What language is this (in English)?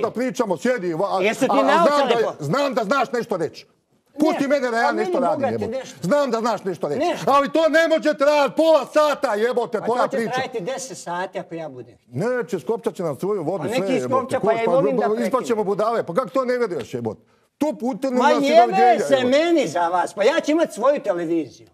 Croatian